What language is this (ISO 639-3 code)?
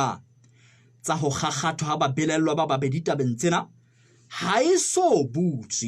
sot